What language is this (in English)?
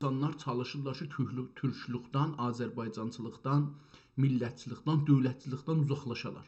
South Azerbaijani